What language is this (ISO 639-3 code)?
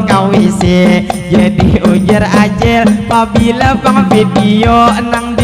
bjn